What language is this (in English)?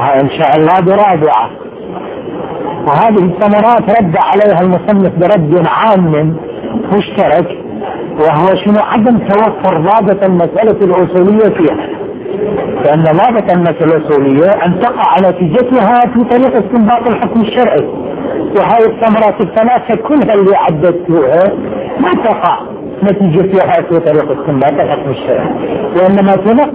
Arabic